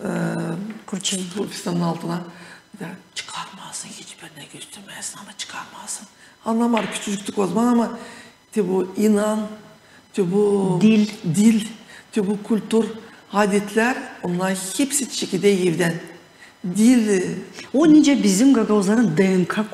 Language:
Gagauz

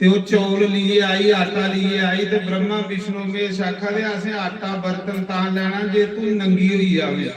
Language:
Dogri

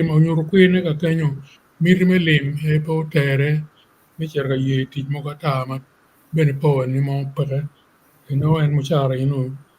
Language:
Acoli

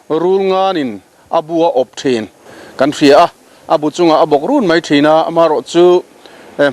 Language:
Mizo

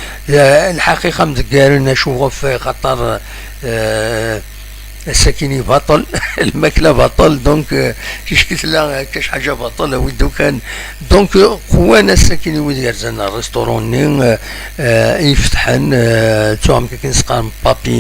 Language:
Kabyle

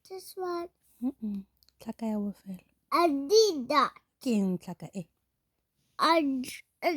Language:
Tswana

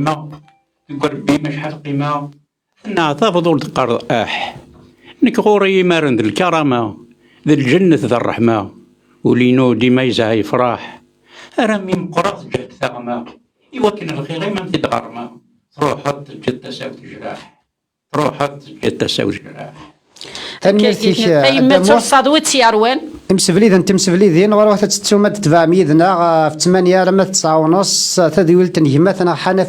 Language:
Kabyle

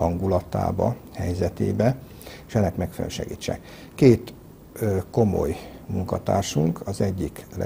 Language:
Hungarian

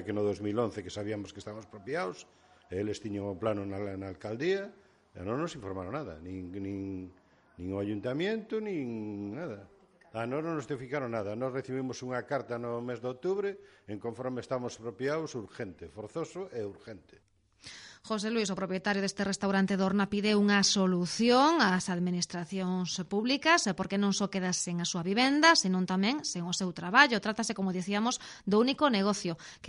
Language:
Galician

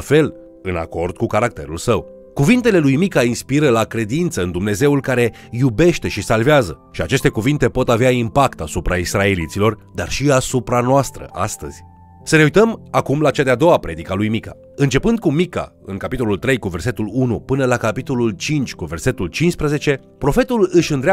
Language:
Romanian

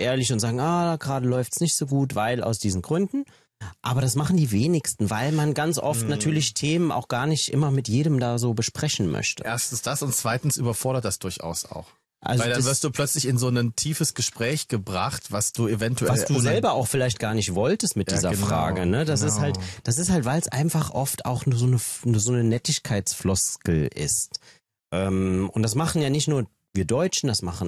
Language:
German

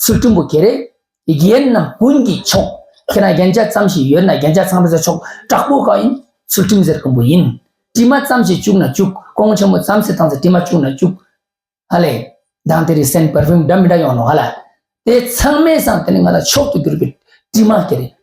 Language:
Ladakhi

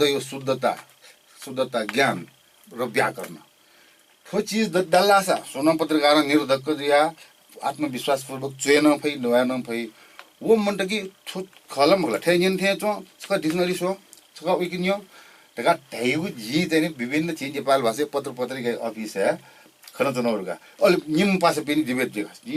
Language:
Newari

